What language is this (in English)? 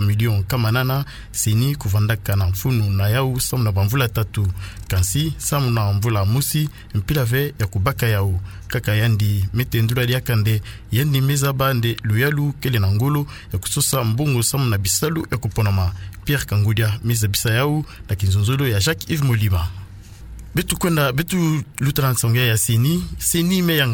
Kituba (Democratic Republic of Congo)